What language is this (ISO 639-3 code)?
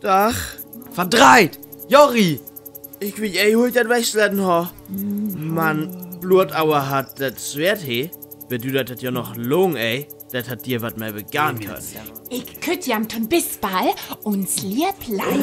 frr